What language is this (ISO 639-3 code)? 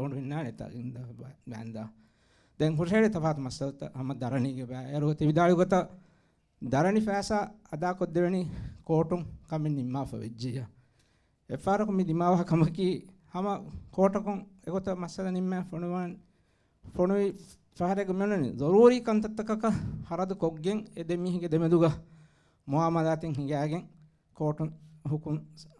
div